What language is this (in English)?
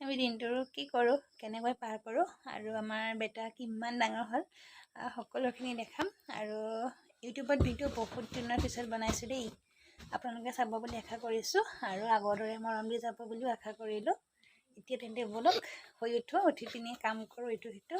Assamese